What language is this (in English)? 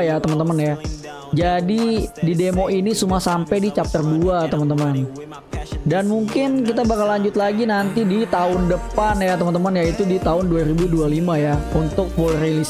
Indonesian